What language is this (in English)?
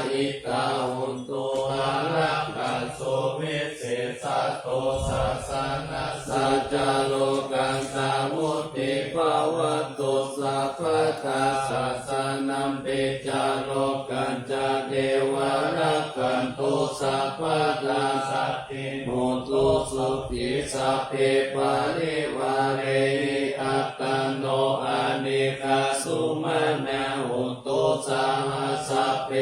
Pali